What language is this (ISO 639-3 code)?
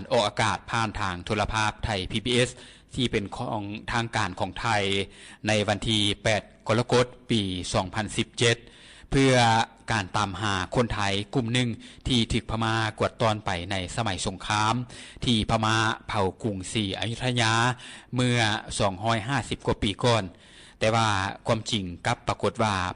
lao